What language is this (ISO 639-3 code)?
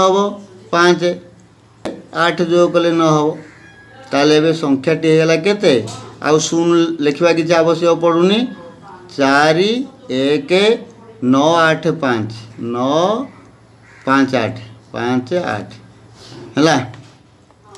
ori